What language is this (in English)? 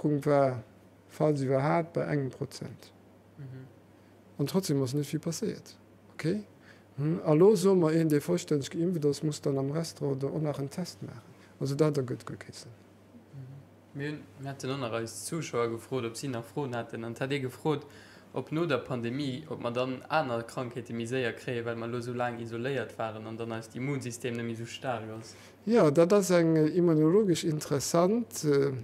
Luxembourgish